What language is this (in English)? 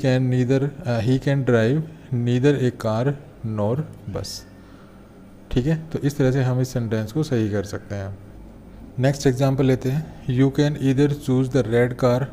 Hindi